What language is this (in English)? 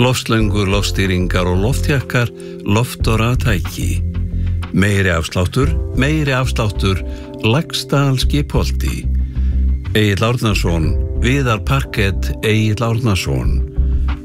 Icelandic